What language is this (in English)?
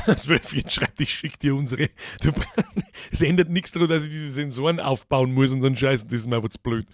Bavarian